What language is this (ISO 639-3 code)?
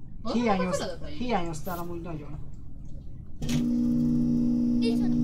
hun